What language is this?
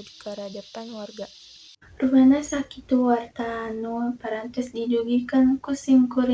Sundanese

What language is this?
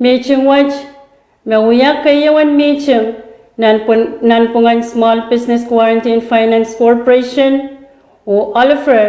Pohnpeian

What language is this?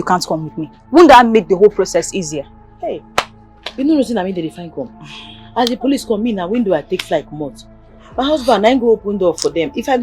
Nigerian Pidgin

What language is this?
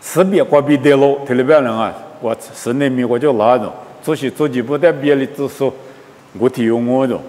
Lisu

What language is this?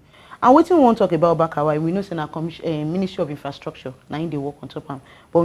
Nigerian Pidgin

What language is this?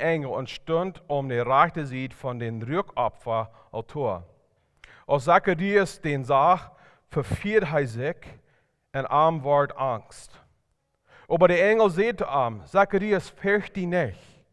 Plautdietsch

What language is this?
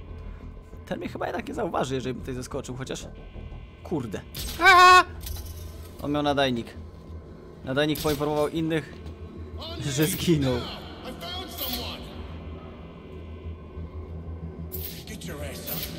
Polish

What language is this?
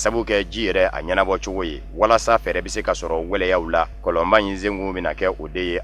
Bambara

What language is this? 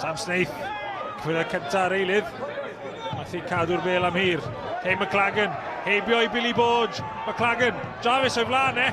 Welsh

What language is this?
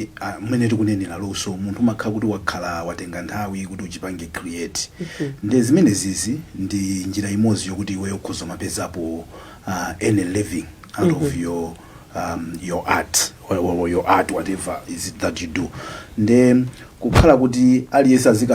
Nyanja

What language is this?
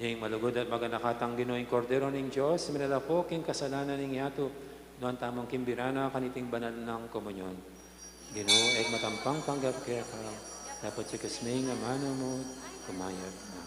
Pampanga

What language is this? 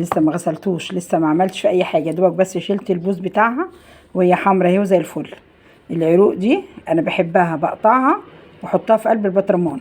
Egyptian Arabic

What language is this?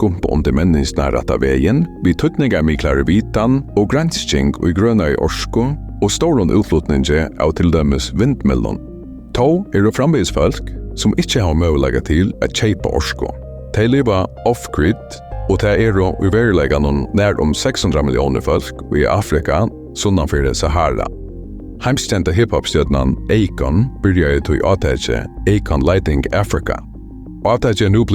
Faroese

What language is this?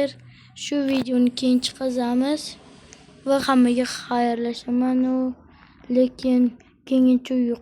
Uzbek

